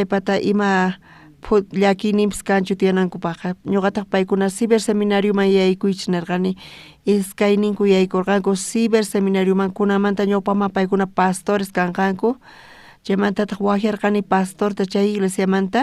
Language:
South Bolivian Quechua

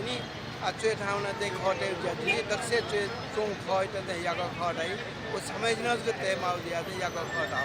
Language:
Newari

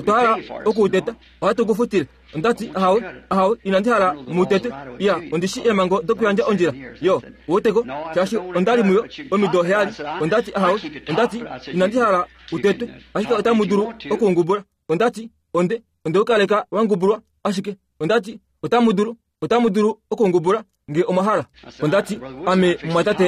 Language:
Kuanyama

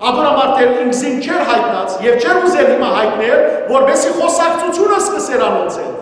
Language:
Western Armenian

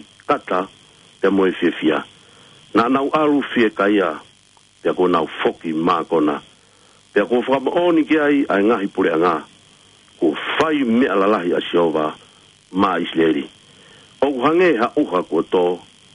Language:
Tongan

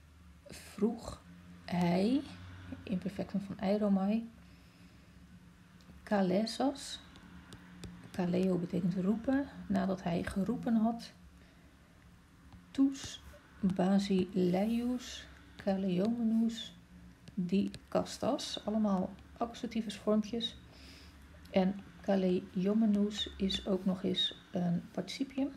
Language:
Dutch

